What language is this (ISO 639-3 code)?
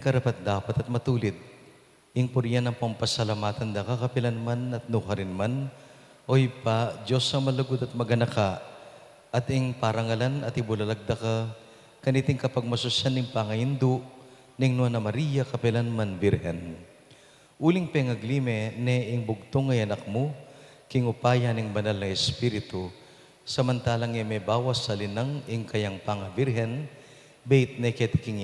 pam